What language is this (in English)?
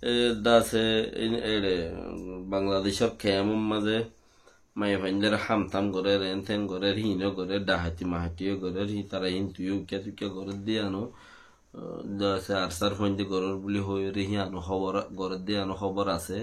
Rohingya